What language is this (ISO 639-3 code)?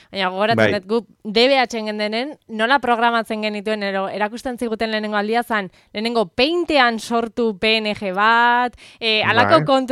eus